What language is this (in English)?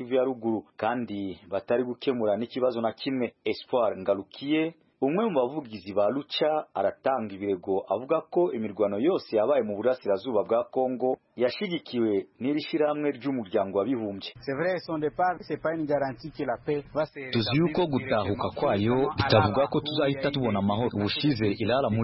Kinyarwanda